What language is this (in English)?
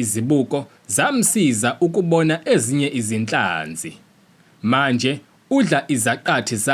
Zulu